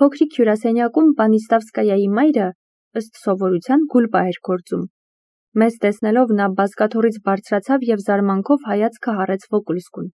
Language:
Armenian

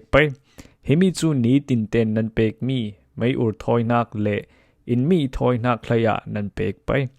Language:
Falam Chin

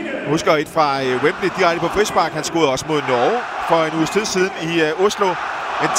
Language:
Danish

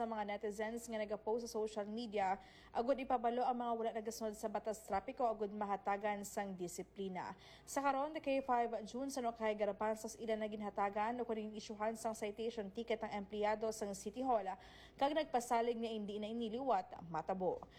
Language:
Hiligaynon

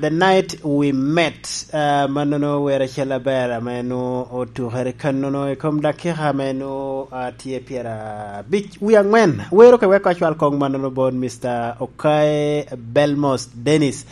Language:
Lango (Uganda)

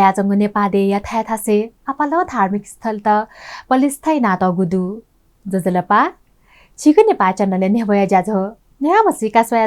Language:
Newari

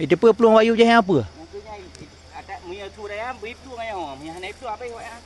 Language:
Achinese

